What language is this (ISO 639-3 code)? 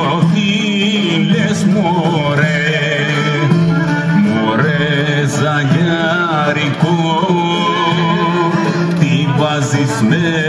ell